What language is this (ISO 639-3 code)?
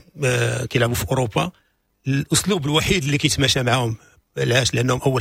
ary